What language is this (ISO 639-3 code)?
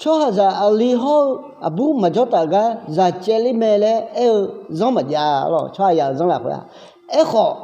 ahk